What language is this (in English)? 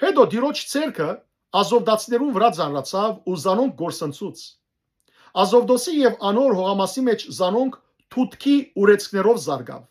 Western Armenian